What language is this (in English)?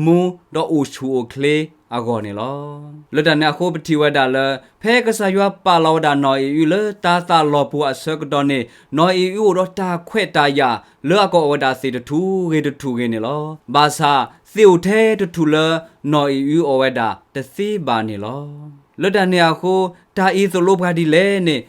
S'gaw Karen